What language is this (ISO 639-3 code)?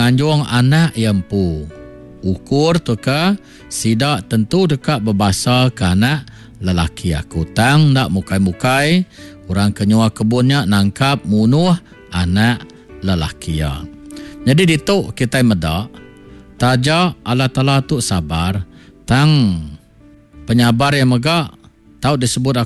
iba